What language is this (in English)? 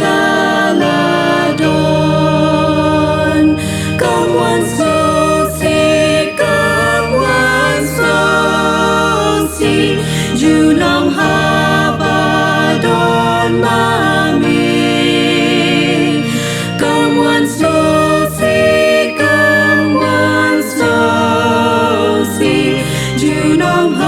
Khasi